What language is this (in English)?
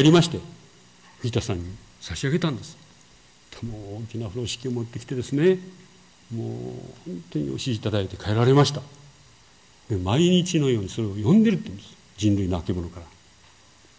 Japanese